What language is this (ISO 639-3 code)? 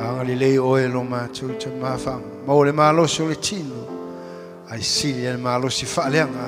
smo